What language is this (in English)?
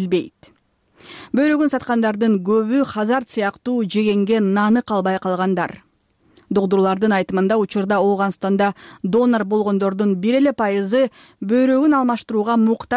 Kyrgyz